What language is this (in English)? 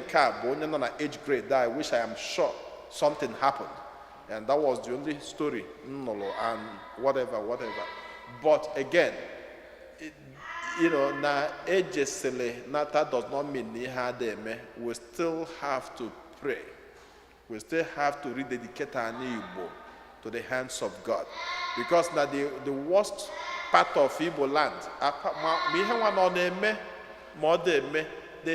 Igbo